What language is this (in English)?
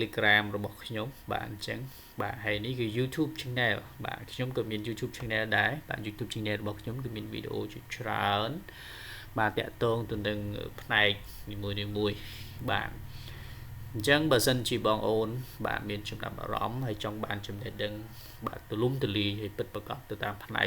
Khmer